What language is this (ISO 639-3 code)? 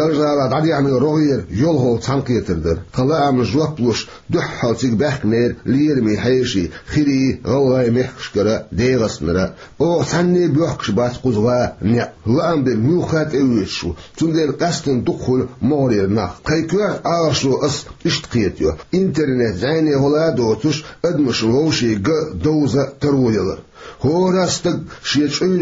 che